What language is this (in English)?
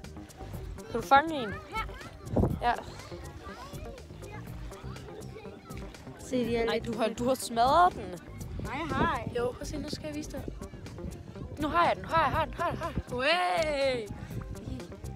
Danish